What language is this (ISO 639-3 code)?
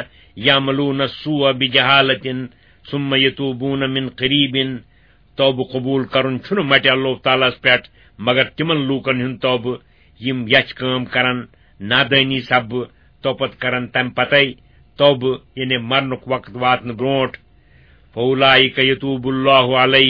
kas